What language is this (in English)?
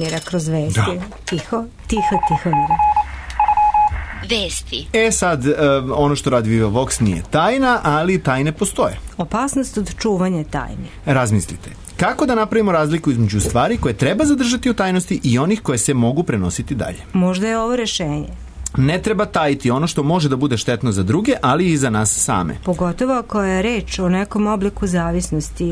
Serbian